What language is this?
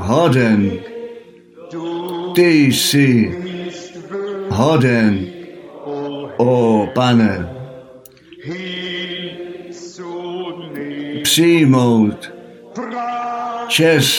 Czech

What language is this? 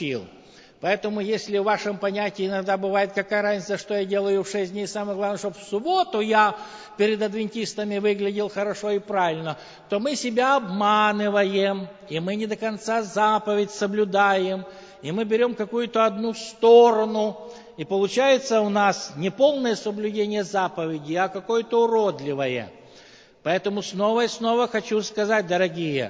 Russian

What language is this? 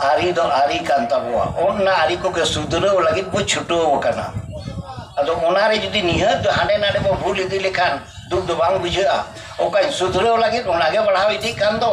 Santali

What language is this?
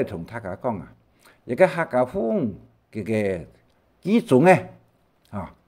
Hakka Chinese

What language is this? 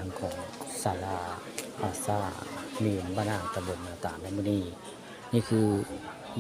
Northeastern Thai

